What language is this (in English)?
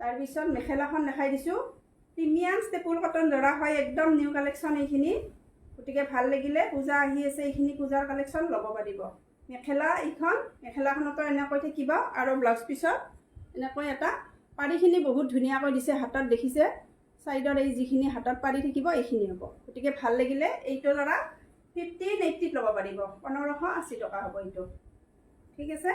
Assamese